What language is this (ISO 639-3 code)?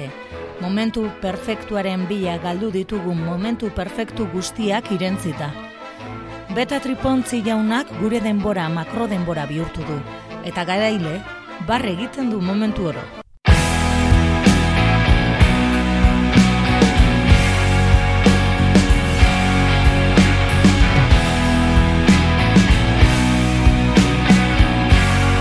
eus